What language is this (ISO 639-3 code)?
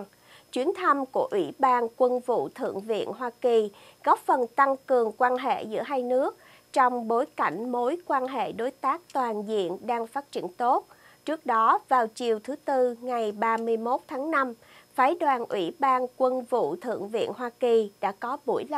vie